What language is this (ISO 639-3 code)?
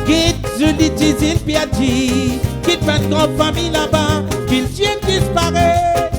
mfe